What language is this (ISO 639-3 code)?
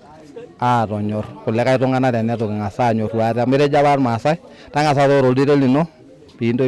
mas